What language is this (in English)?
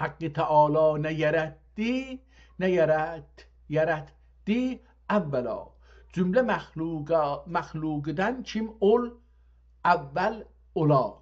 South Azerbaijani